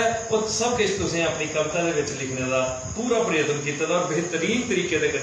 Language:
Dogri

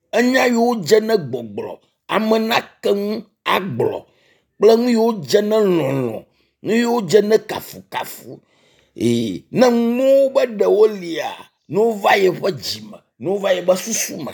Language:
Ewe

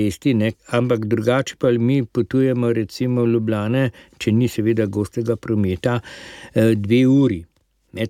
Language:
Slovenian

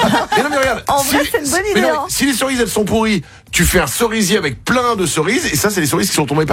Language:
French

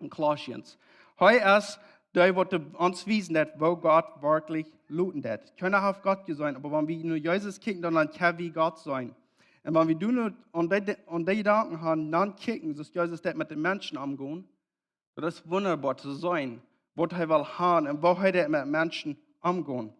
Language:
Plautdietsch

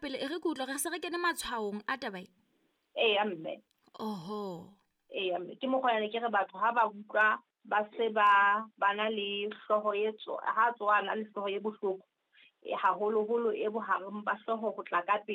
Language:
Southern Sotho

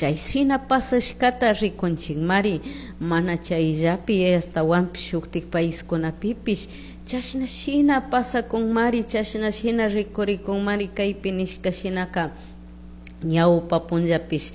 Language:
Chimborazo Highland Quichua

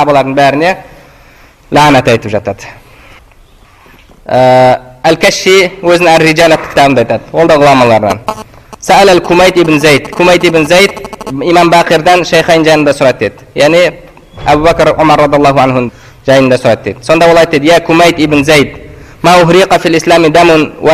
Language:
Kazakh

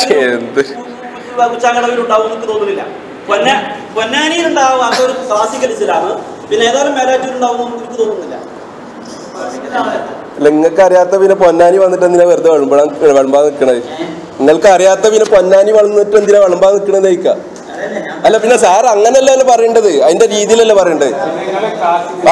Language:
Malayalam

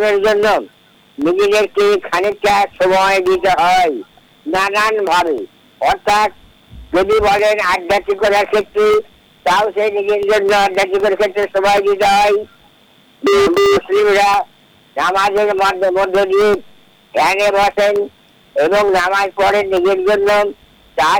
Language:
Bangla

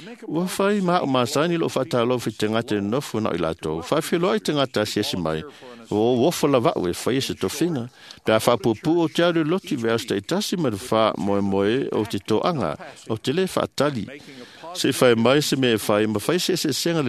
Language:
Samoan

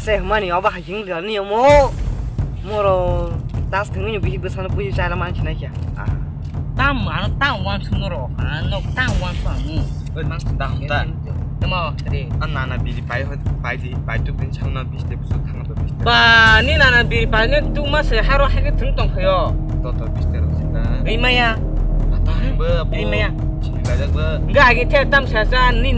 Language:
Kok Borok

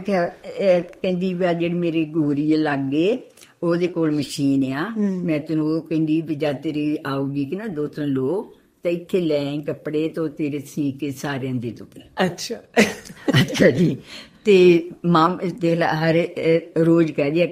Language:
Punjabi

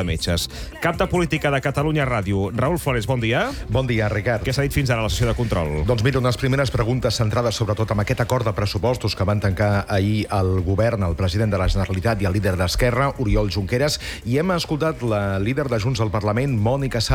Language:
Catalan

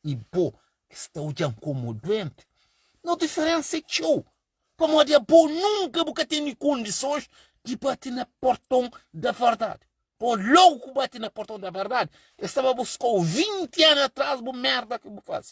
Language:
Kabuverdianu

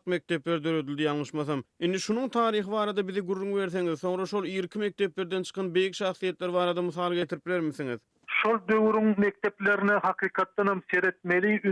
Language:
Turkmen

